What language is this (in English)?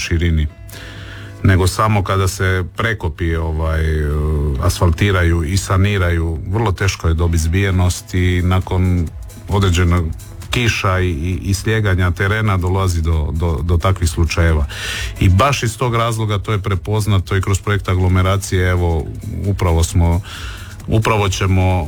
Croatian